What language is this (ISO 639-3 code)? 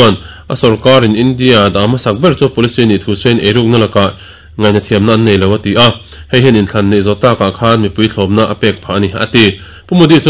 lus